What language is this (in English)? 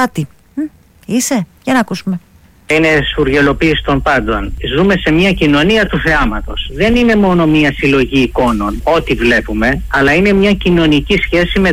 Greek